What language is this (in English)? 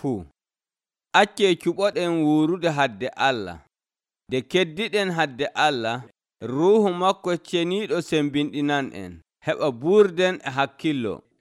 Nigerian Fulfulde